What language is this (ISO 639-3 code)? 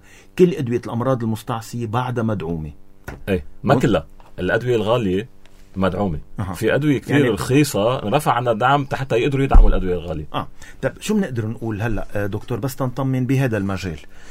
apc